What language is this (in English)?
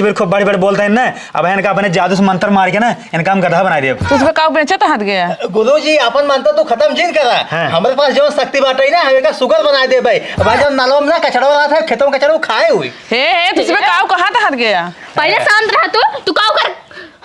Awadhi